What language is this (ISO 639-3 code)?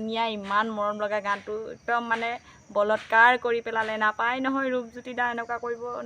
asm